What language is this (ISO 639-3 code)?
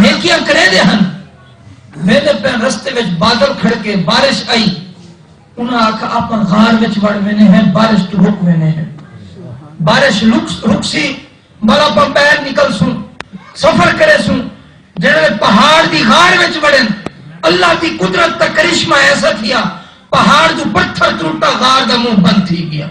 skr